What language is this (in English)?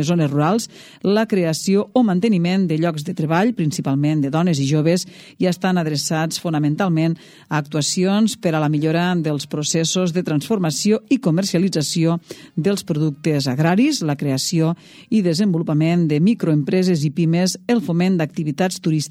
Catalan